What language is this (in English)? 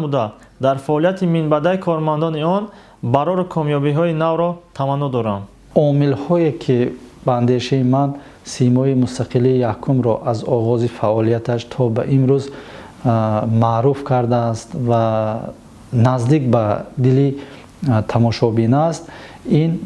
Tajik